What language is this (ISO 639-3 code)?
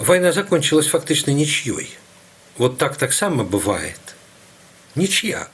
bel